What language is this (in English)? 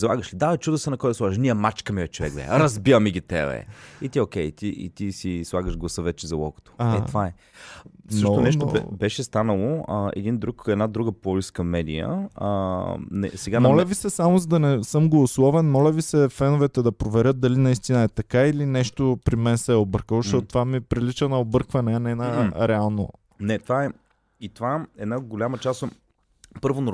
Bulgarian